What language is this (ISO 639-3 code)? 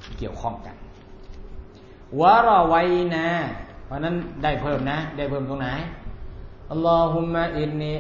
tha